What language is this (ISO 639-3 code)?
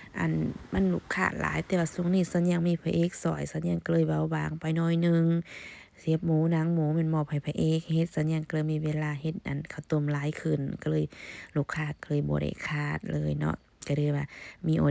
lao